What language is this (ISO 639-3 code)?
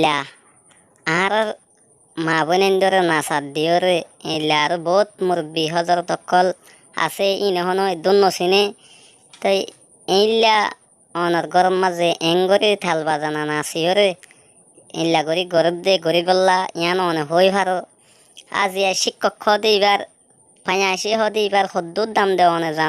rhg